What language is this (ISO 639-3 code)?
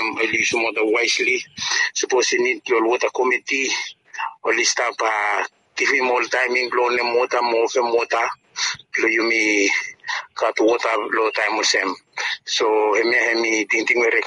bis